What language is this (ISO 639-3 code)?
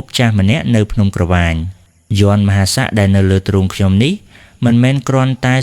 khm